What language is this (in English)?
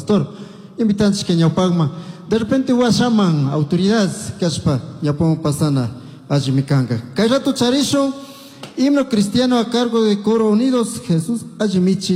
Chimborazo Highland Quichua